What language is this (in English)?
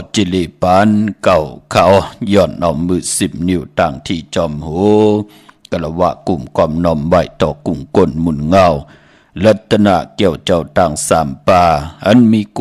Shan